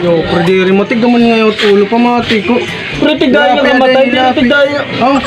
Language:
Waray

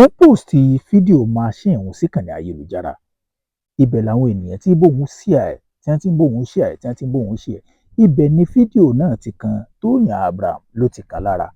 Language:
Yoruba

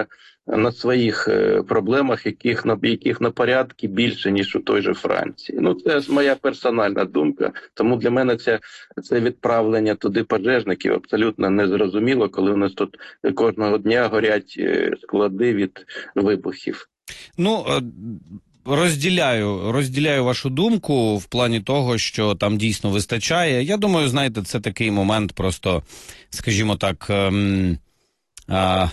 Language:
Ukrainian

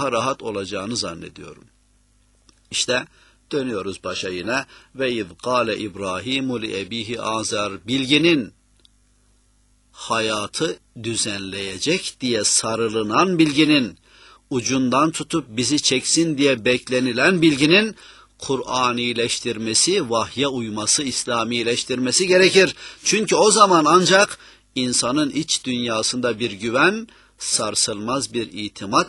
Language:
Turkish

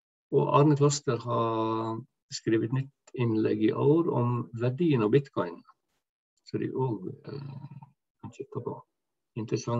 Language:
Norwegian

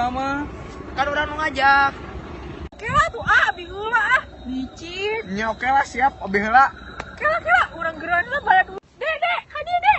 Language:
Sundanese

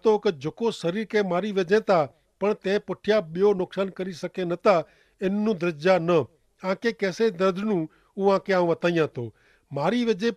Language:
Kachhi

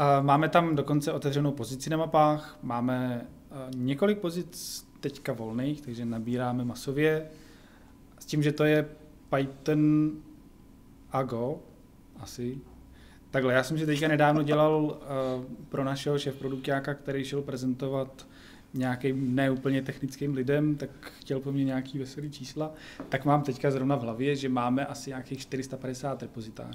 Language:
Czech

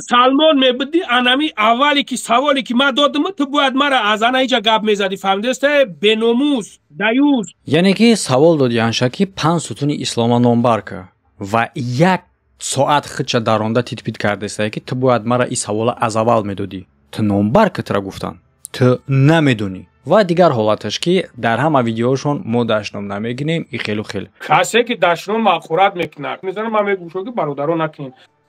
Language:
Tajik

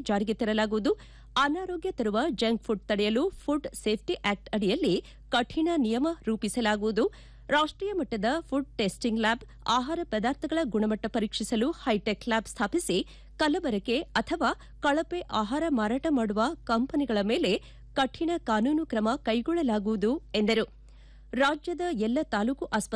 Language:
Kannada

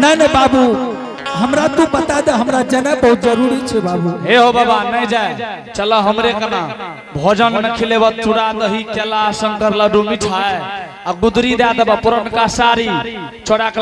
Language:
Angika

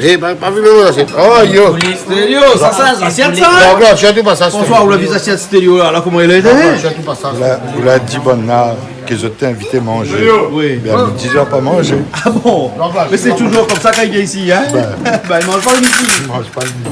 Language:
Réunion Creole French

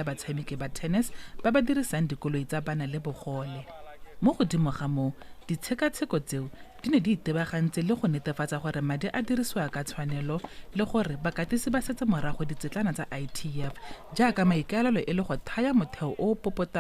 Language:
Tswana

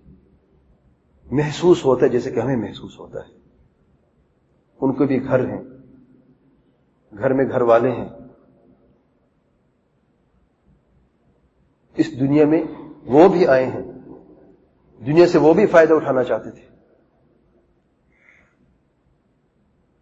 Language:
Urdu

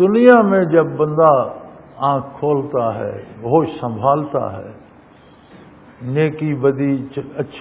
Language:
Urdu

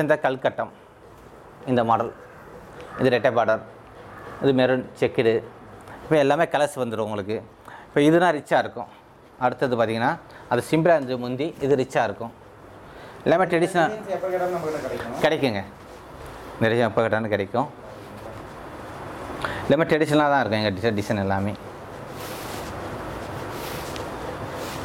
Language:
Tamil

